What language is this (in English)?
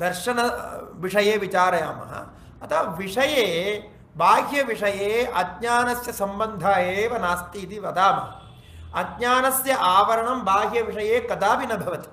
Sanskrit